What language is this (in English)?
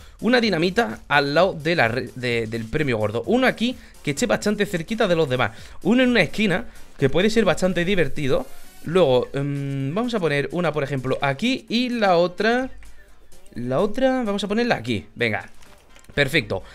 Spanish